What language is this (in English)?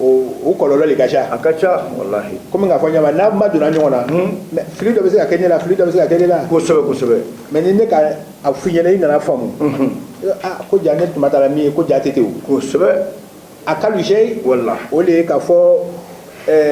Bambara